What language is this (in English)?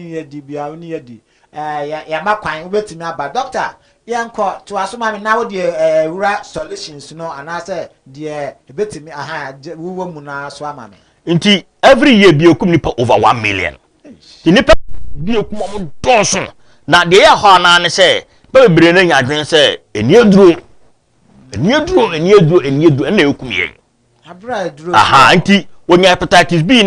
Akan